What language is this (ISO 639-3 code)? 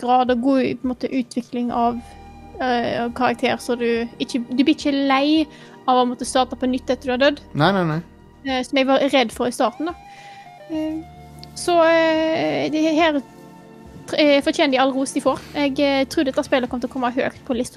nor